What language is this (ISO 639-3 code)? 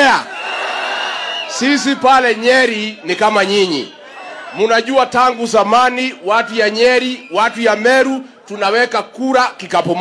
swa